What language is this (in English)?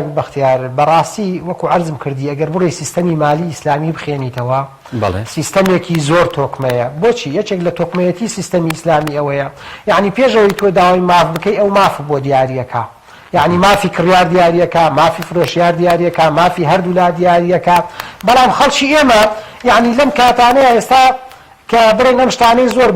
Central Kurdish